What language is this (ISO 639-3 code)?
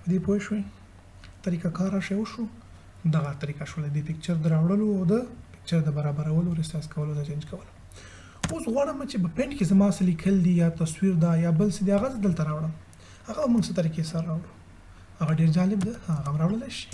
pus